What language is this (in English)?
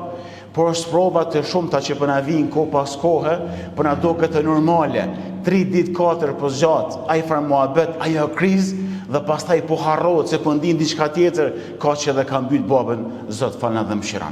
Albanian